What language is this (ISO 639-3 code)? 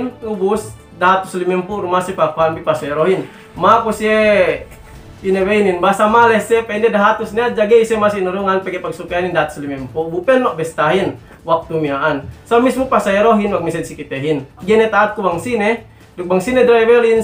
yka